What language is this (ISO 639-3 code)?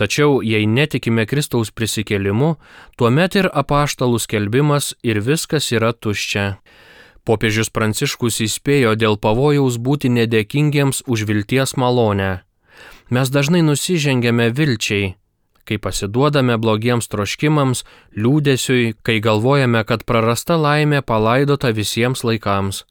lit